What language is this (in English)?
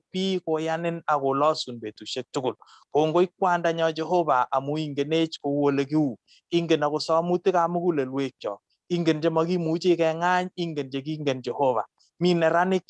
Kalenjin